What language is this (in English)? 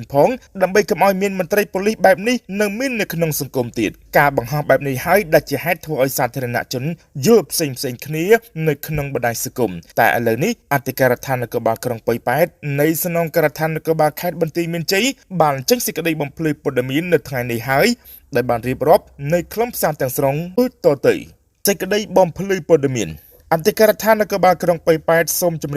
Khmer